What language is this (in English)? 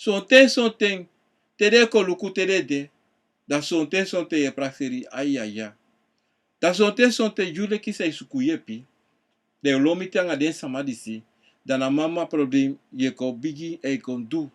Sranan Tongo